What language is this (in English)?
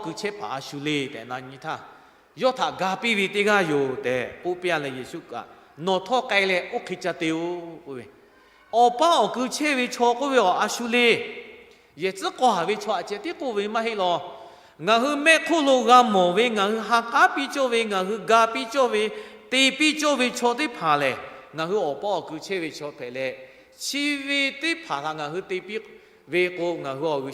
Lahu